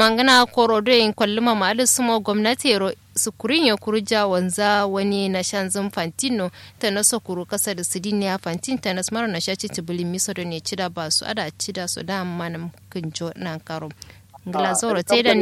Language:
Kanuri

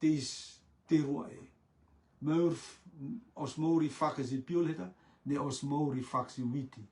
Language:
Rotuman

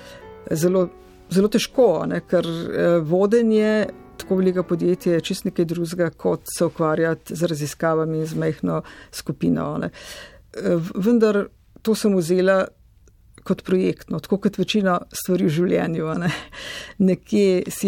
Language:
Slovenian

